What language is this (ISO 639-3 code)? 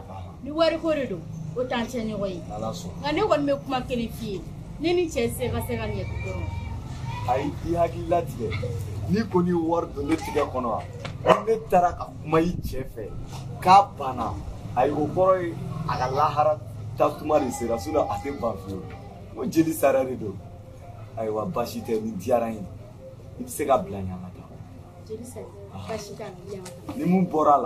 bam